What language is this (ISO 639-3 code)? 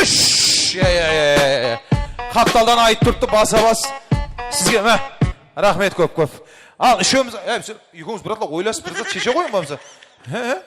kaa